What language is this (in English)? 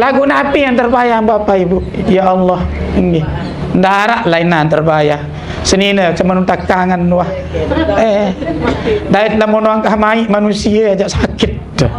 Sasak